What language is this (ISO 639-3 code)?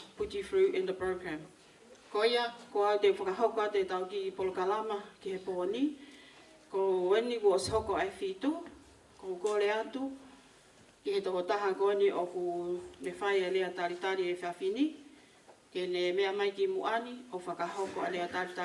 ton